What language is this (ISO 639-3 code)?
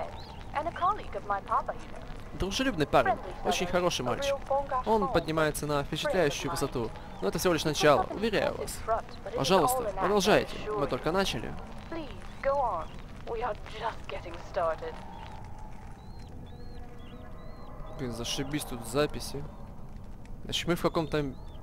rus